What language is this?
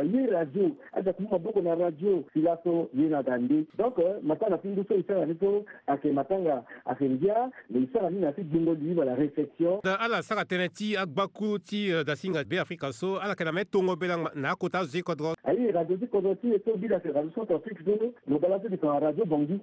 Sango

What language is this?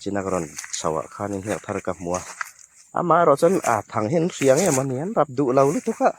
Hmar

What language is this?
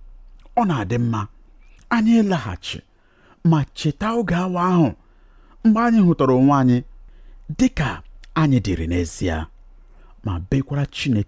Igbo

